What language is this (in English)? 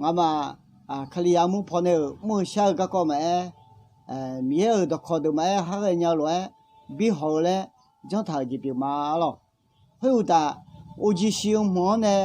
Akha